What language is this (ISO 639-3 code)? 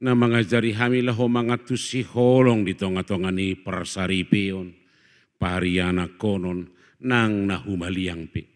bbc